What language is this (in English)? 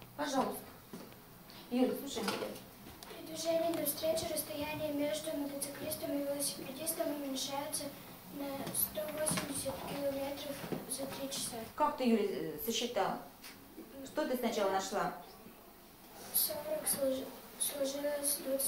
Russian